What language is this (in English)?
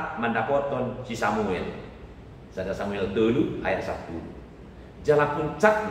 Batak Toba